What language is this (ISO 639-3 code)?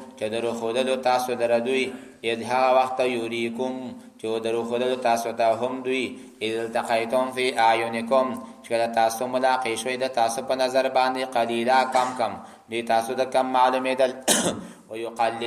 pus